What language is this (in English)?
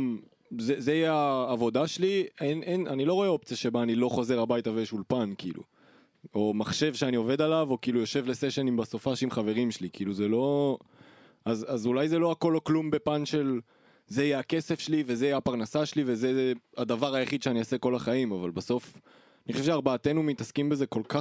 Hebrew